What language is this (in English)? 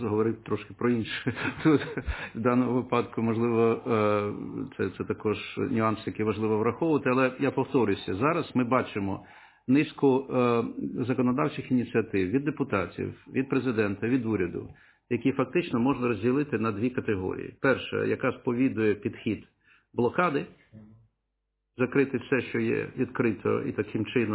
Ukrainian